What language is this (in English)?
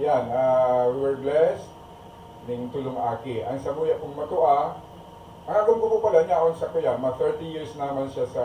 Bikol